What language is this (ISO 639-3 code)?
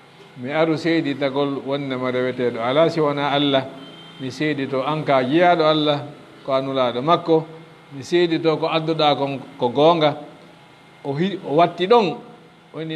ful